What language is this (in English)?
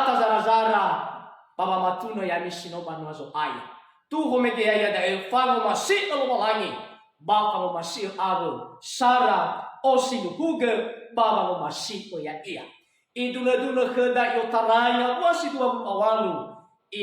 Nias